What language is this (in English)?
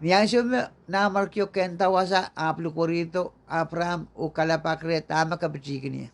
Pohnpeian